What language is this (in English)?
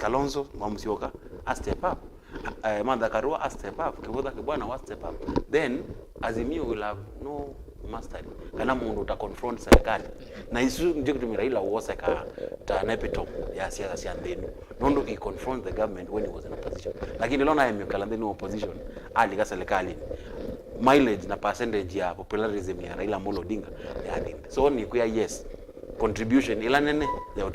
Kamba